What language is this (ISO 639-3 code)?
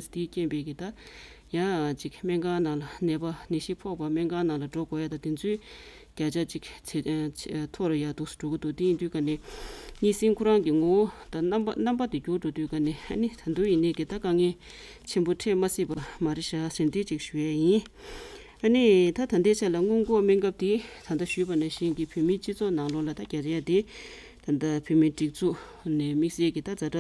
bod